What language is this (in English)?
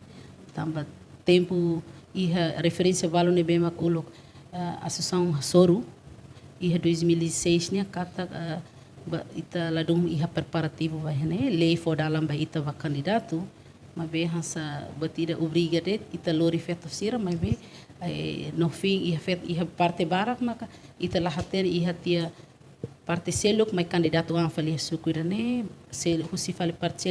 Tetum